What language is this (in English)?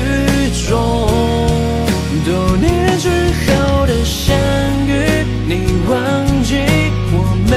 Chinese